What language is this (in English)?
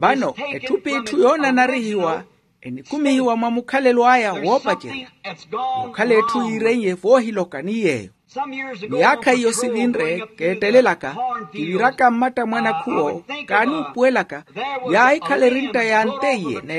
Makhuwa